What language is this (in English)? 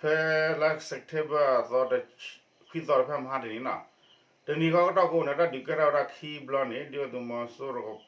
S'gaw Karen